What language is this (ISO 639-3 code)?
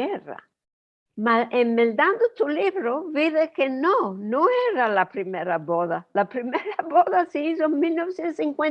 lad